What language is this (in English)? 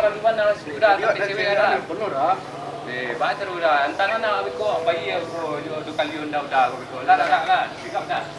Minangkabau